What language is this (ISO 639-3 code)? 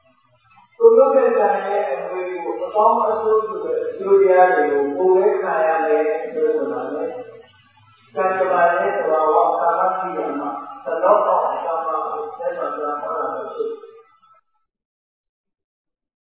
mya